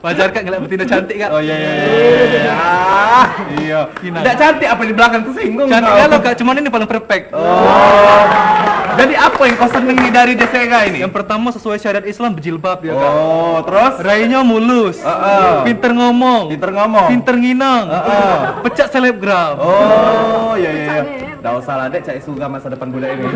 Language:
Musi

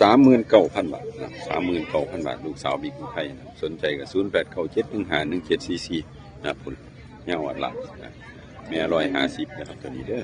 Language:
Northeastern Thai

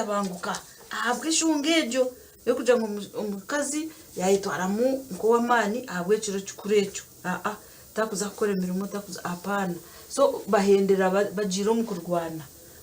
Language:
Nyankole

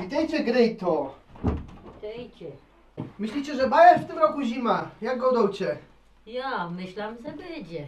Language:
Silesian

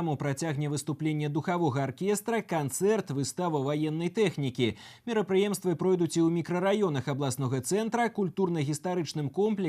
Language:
Belarusian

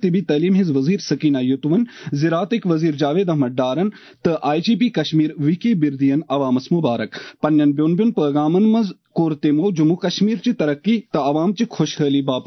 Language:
Kashmiri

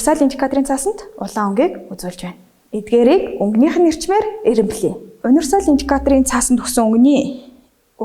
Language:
Mongolian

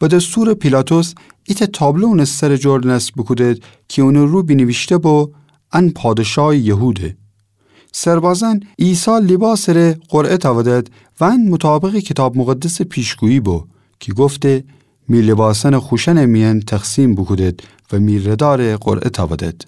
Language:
Gilaki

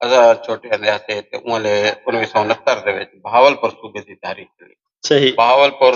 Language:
Saraiki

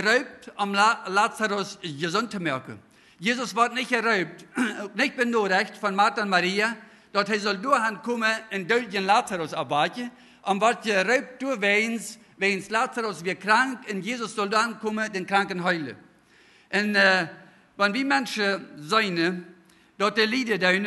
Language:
Plautdietsch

